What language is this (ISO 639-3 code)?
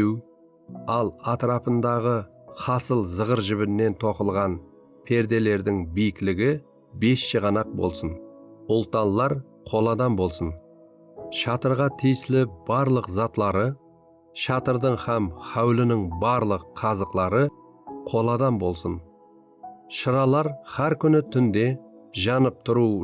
kaa